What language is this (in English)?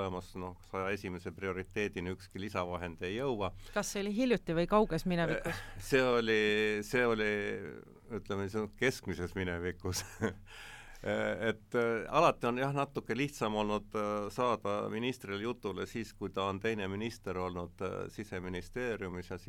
Estonian